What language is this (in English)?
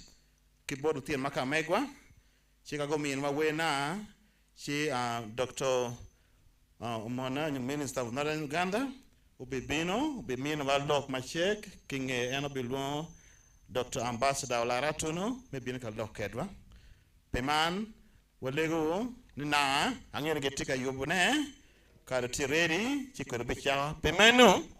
Acoli